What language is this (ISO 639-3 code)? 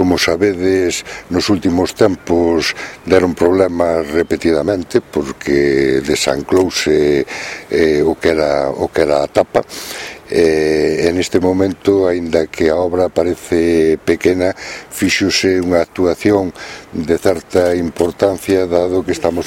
glg